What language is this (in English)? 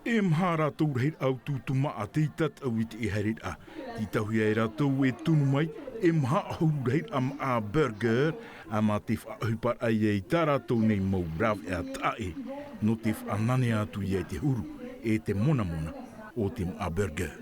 Tahitian